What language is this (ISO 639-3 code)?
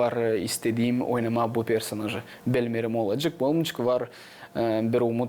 gag